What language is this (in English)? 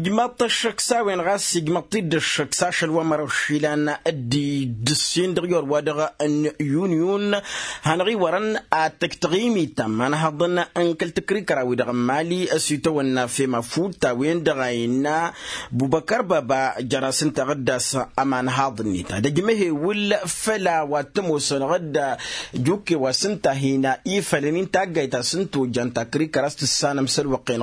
Tamasheq